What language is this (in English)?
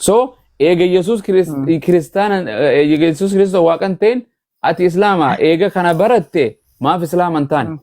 Oromo